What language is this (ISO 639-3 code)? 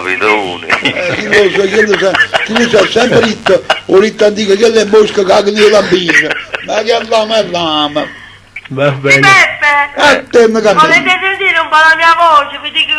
nap